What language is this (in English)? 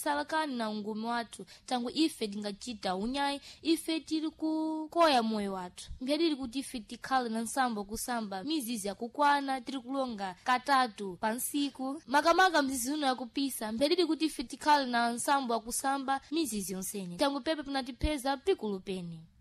Sena